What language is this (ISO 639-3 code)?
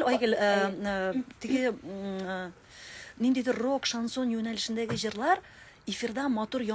tat